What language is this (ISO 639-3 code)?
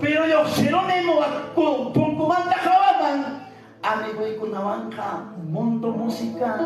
quy